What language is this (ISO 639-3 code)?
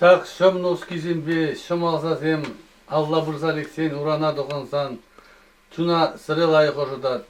chv